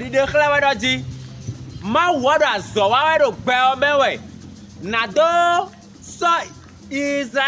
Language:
Fon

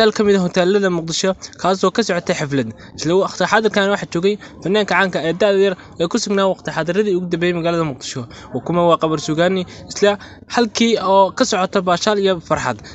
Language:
Somali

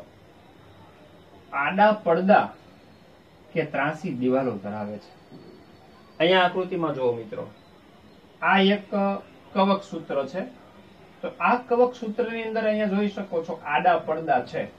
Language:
Gujarati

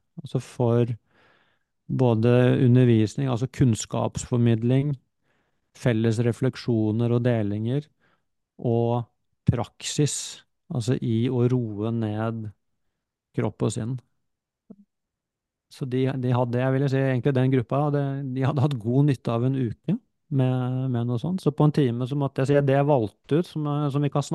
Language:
Norwegian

